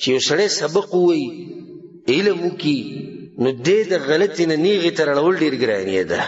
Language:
Pashto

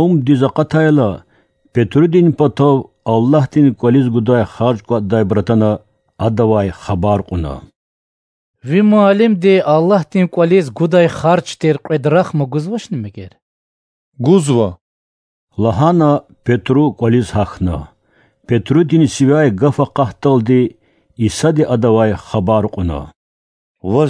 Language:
Lezghian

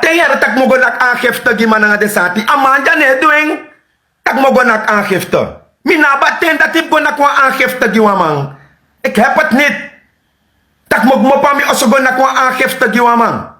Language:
Sranan Tongo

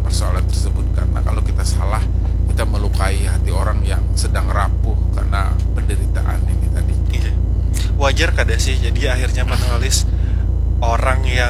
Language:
Indonesian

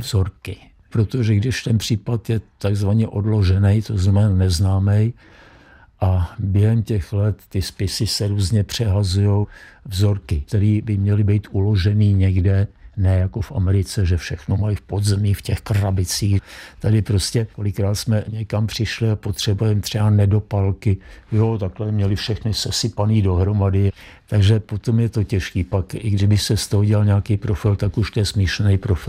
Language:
Czech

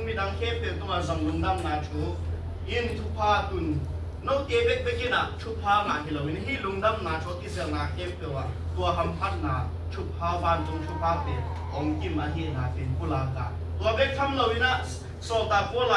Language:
Tedim Chin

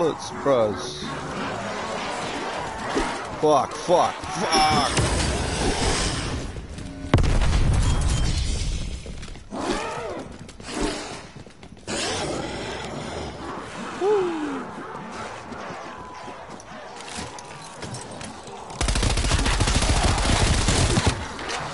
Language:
English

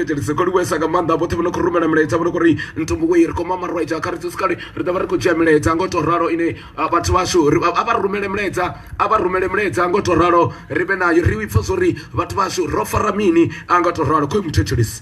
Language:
Venda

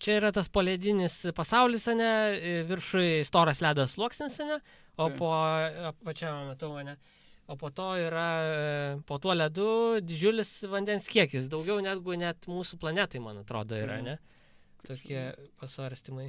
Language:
Lithuanian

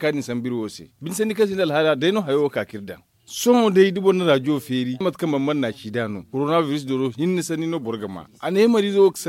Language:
Zarma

